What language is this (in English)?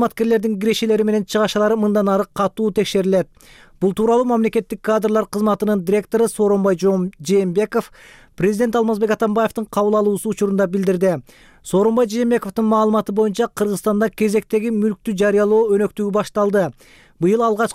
Kyrgyz